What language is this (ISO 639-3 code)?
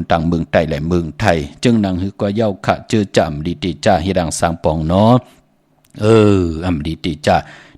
shn